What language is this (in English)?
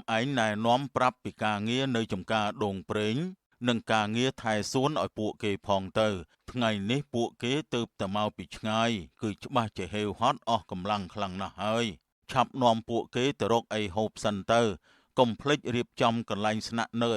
Khmer